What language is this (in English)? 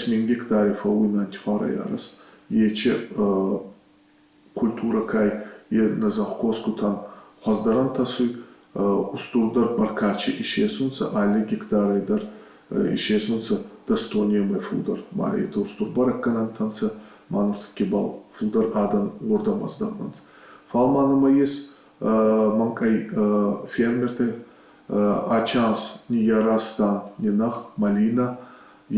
Ossetic